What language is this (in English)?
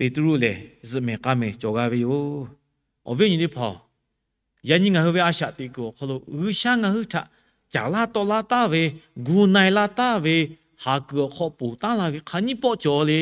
Lahu